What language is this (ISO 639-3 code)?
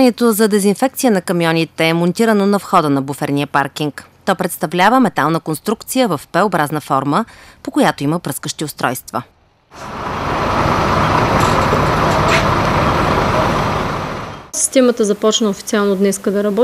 bul